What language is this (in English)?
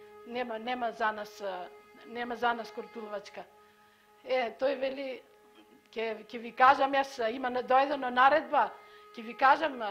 Macedonian